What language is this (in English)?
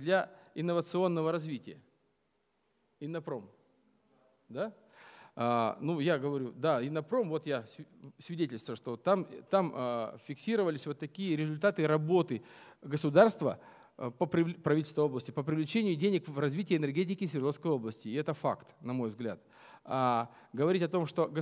Russian